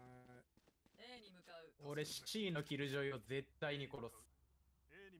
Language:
Japanese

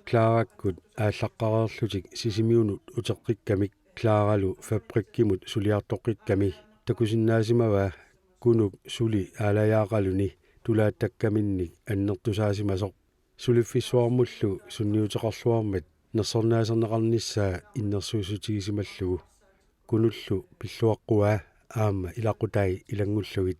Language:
Kalaallisut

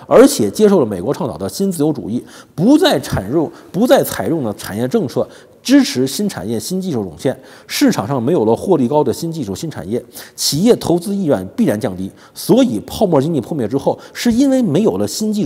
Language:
Chinese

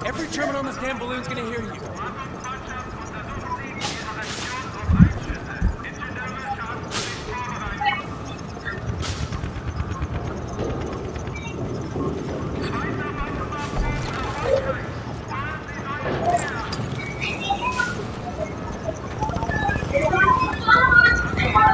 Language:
English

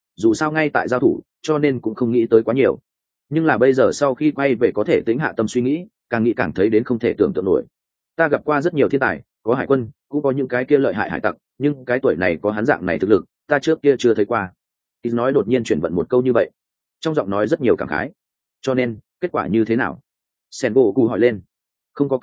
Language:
Vietnamese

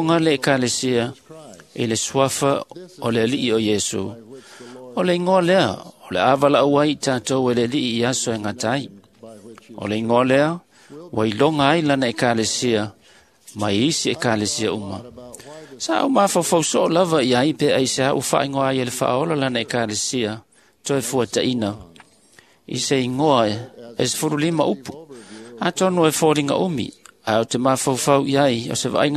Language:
Samoan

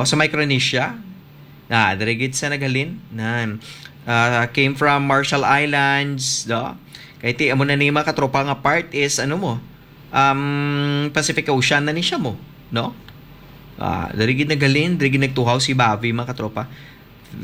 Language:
Hiligaynon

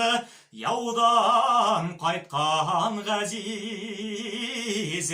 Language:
Bashkir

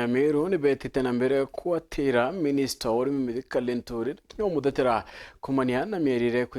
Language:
Meru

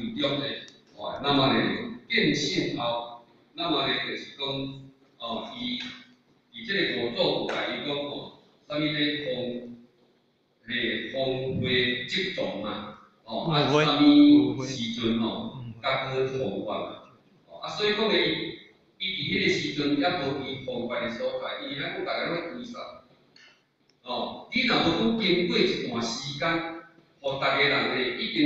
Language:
Min Nan Chinese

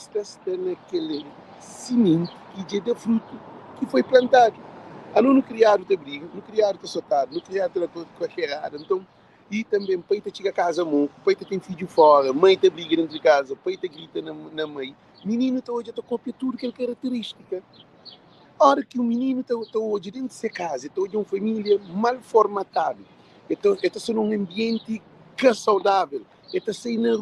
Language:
Kabuverdianu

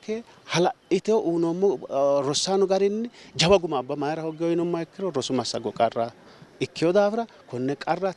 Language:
Sidamo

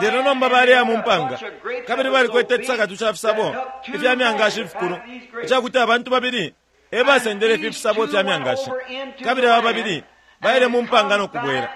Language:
Bemba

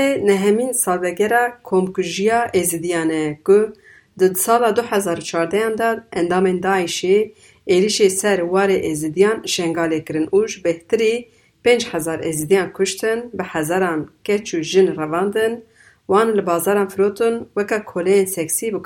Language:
Kurdish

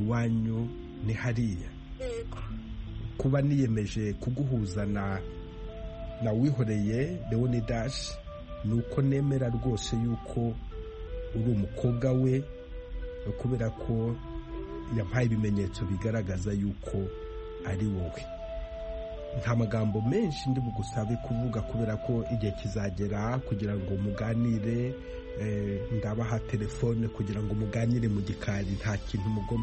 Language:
Kinyarwanda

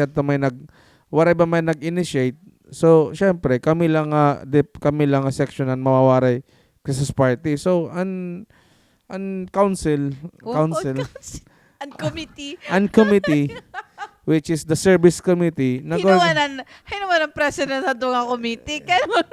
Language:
Waray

